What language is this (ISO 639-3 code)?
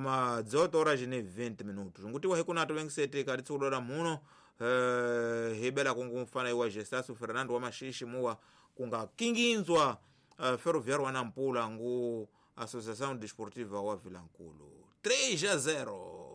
tso